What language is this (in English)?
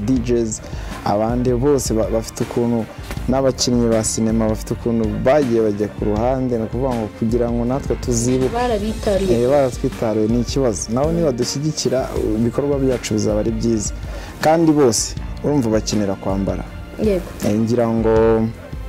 Kinyarwanda